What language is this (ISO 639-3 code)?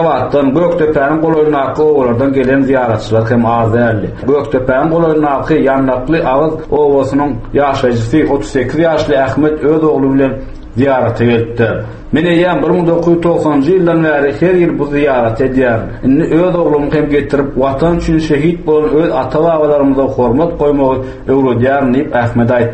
tuk